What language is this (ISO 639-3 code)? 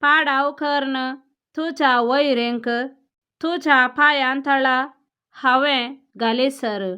kok